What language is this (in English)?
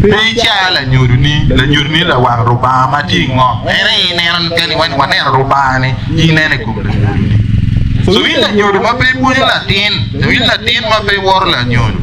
Acoli